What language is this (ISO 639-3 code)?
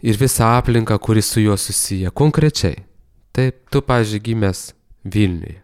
lit